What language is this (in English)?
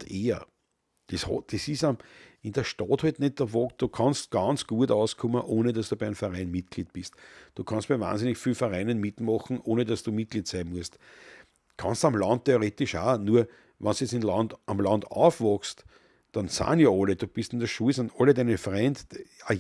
Bavarian